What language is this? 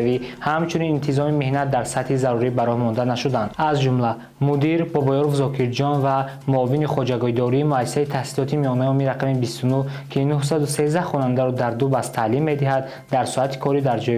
Tajik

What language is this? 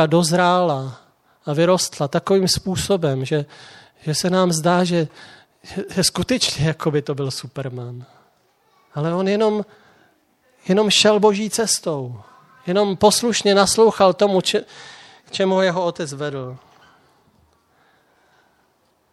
Czech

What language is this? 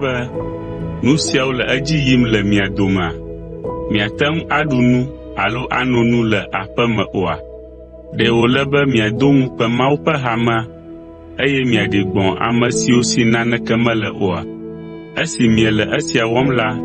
Ewe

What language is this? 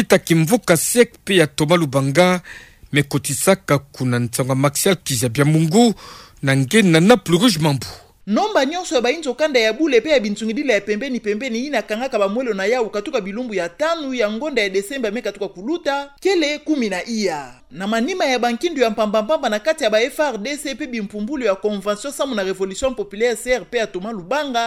Kituba (Democratic Republic of Congo)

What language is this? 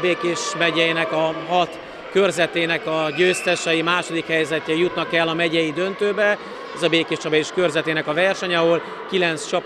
Hungarian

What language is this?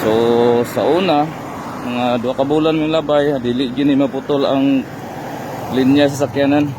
Cebuano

